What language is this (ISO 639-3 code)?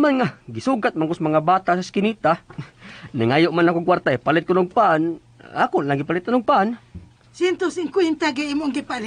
ceb